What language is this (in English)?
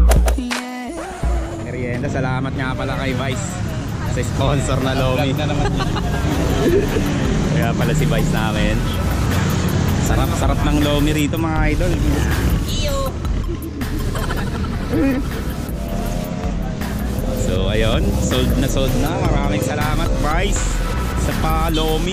Filipino